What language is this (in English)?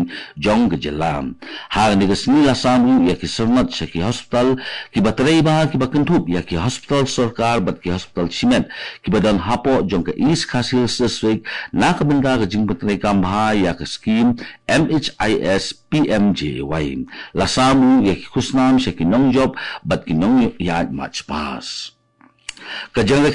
Khasi